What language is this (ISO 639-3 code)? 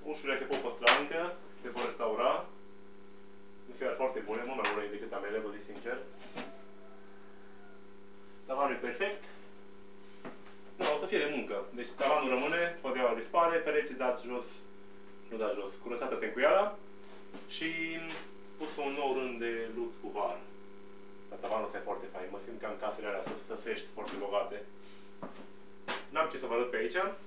ron